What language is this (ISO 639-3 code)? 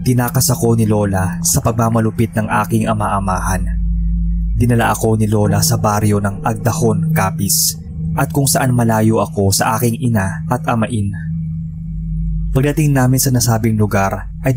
fil